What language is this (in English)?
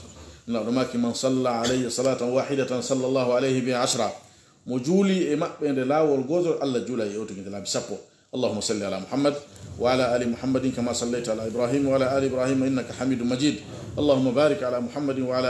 Pular